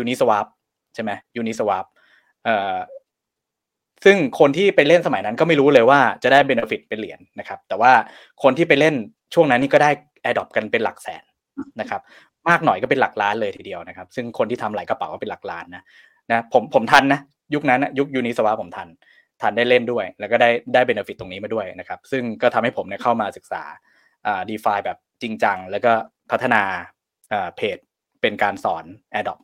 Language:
Thai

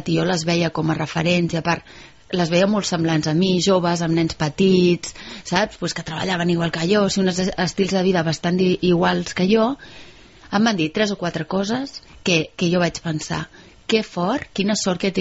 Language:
Catalan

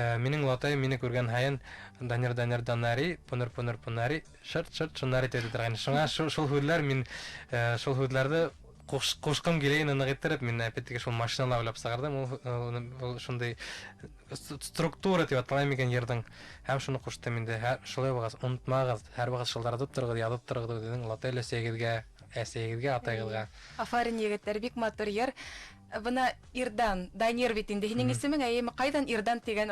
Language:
Bashkir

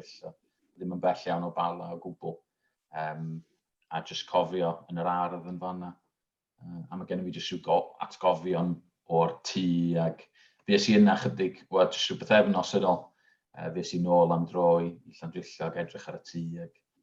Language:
Welsh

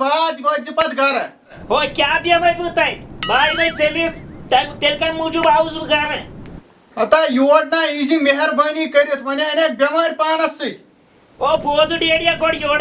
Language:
Kashmiri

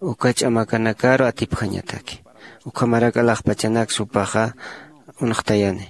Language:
Aymara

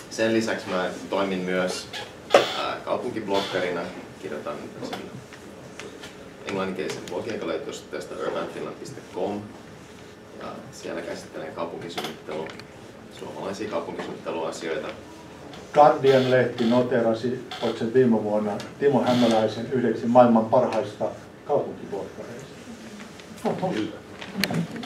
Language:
Finnish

